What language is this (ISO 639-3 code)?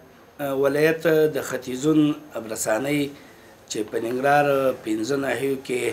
pus